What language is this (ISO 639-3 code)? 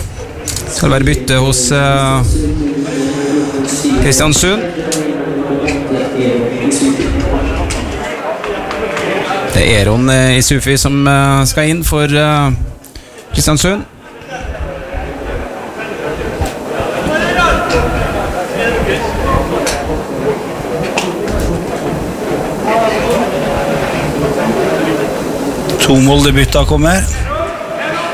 nor